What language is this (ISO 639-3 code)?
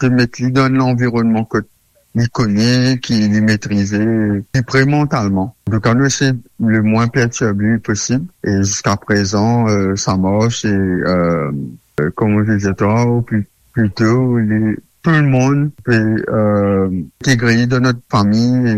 mfe